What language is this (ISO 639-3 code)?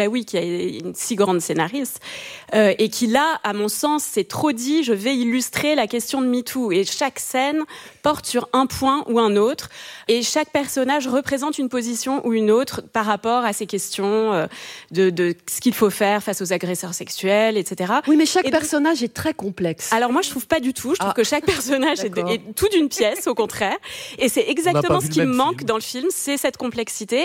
fra